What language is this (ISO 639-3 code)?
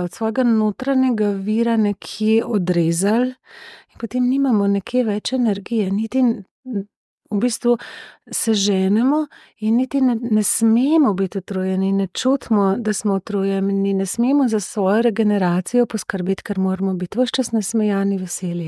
slv